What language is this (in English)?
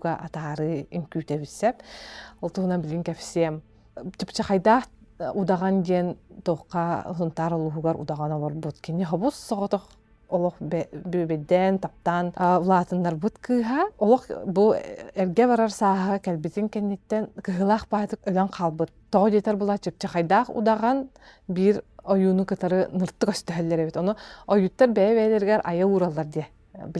Yakut